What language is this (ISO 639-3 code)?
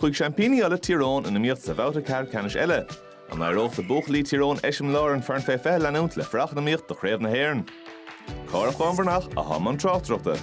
gle